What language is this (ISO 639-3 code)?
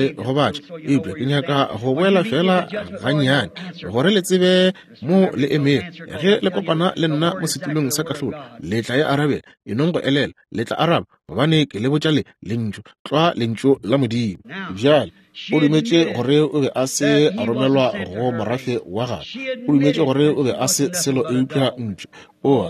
nso